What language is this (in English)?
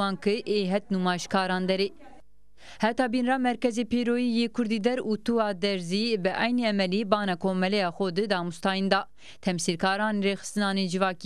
Zaza